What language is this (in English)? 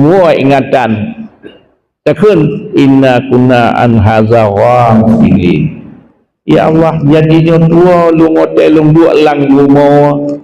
Achinese